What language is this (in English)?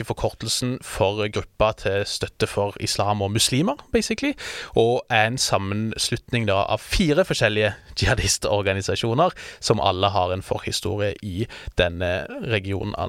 Norwegian